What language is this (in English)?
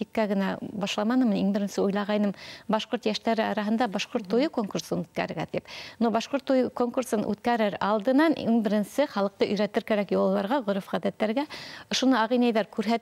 Bashkir